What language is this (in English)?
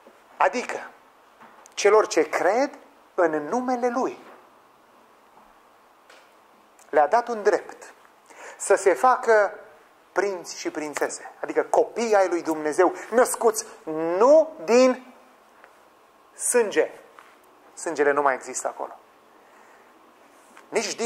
Romanian